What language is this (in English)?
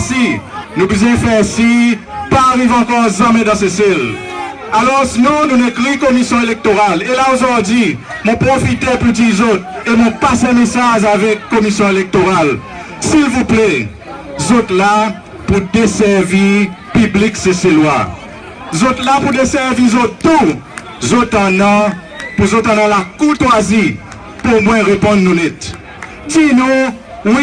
Seselwa Creole French